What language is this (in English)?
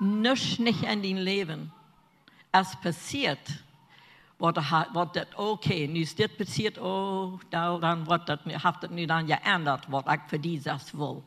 Plautdietsch